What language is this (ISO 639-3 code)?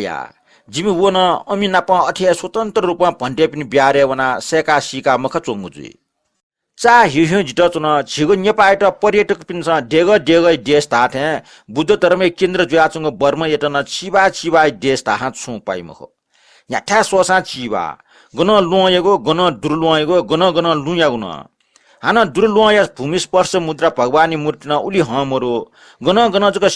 new